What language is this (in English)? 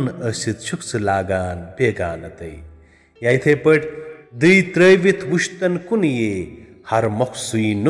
Kashmiri